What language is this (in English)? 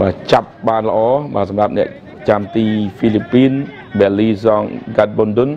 Khmer